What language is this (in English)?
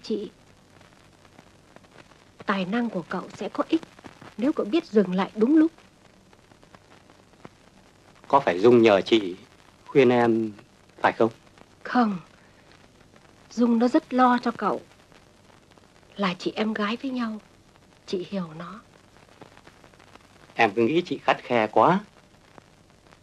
Vietnamese